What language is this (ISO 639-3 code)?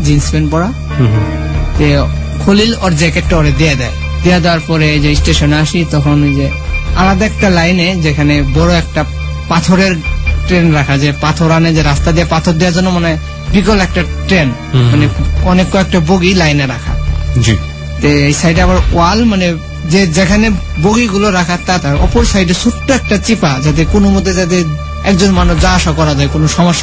ben